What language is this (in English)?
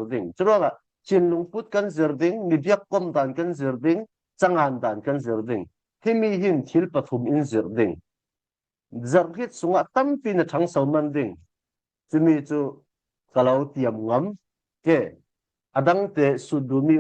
Falam Chin